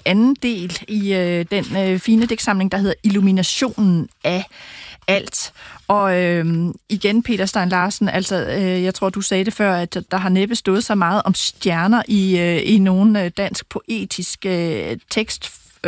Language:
Danish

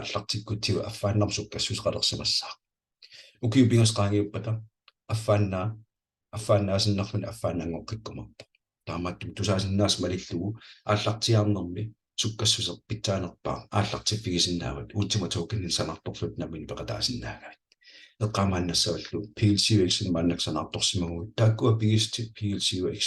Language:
Kalaallisut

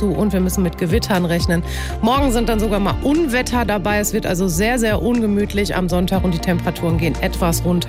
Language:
German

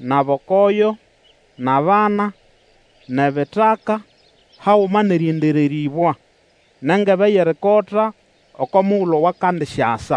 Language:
Nande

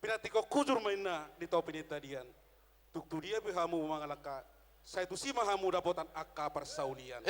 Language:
Batak Toba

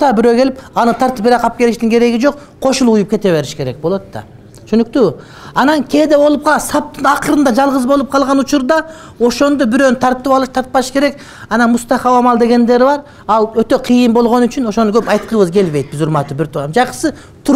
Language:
Kyrgyz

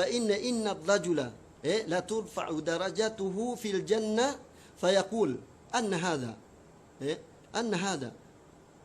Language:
Yakan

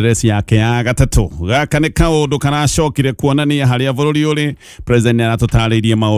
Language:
Kikuyu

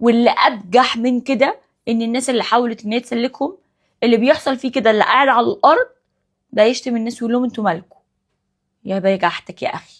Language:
Egyptian Arabic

